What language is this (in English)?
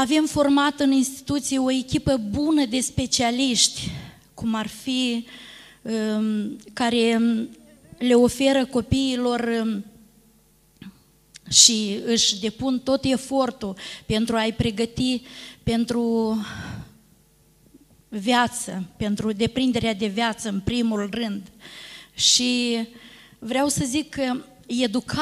Romanian